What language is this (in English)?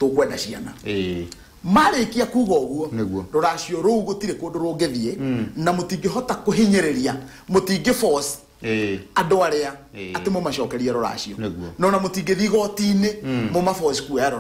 Kikuyu